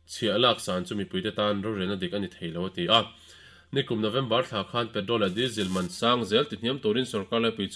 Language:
Mizo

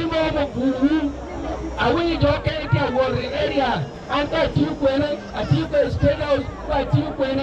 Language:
Acoli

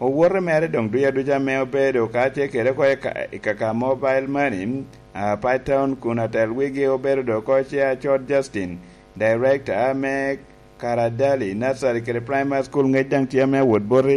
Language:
Lango (Uganda)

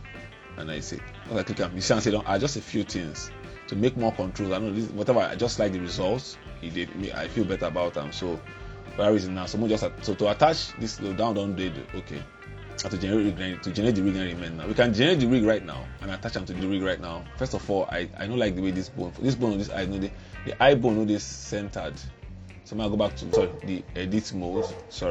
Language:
Nigerian Pidgin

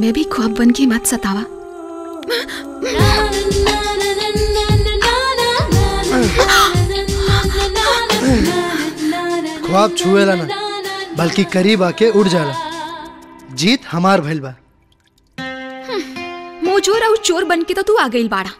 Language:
Bhojpuri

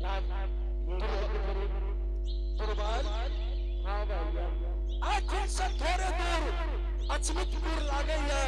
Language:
Angika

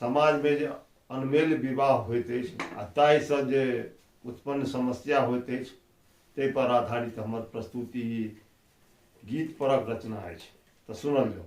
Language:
Maithili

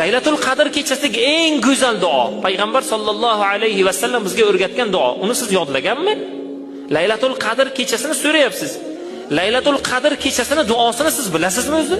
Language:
Uzbek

